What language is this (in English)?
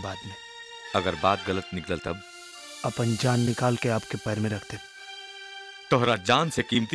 Bhojpuri